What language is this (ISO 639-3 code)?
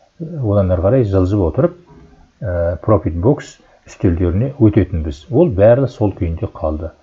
kaz